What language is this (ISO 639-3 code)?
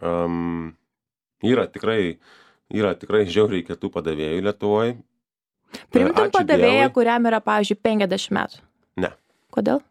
lit